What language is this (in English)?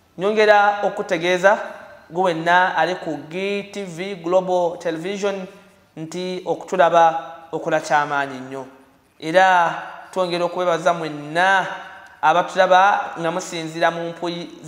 Ganda